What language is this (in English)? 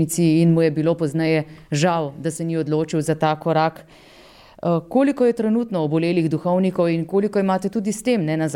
Slovenian